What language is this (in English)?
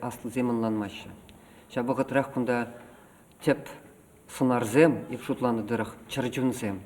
Chuvash